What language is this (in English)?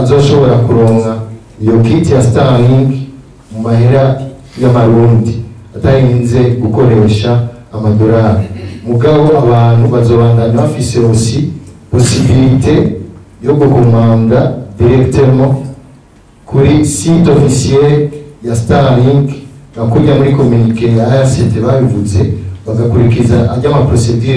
Rundi